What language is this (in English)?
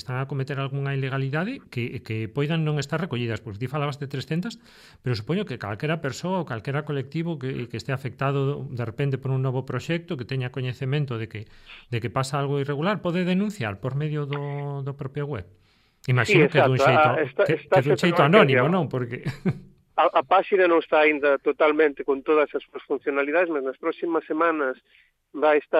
Galician